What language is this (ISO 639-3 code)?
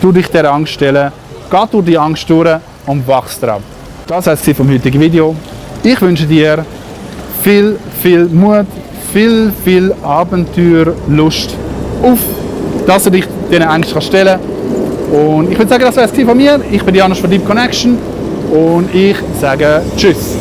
gsw